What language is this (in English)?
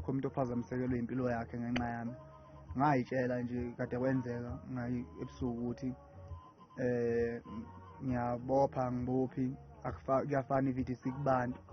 Zulu